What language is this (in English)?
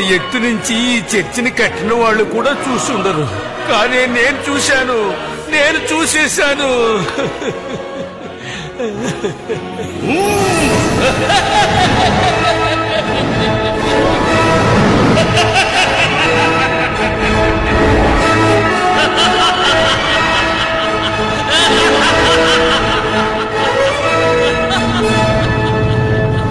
Telugu